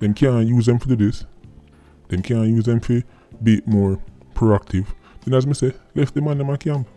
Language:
Jamaican Creole English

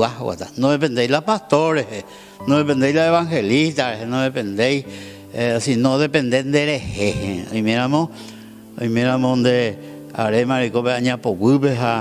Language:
Guarani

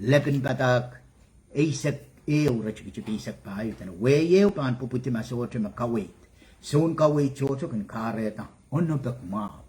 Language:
Pohnpeian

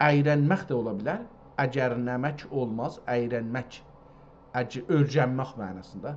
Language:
South Azerbaijani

